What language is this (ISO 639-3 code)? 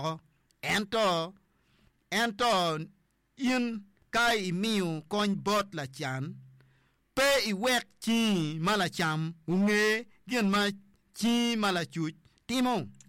ach